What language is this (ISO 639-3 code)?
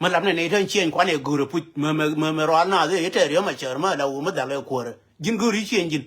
nus